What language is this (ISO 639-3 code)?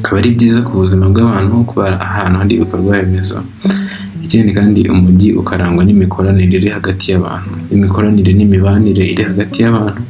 kin